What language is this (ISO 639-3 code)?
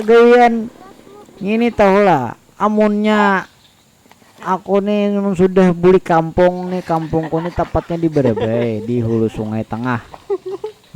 bjn